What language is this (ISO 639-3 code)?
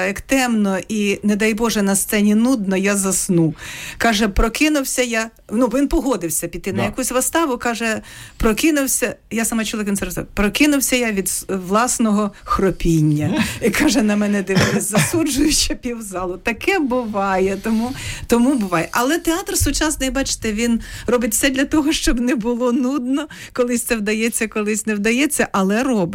ukr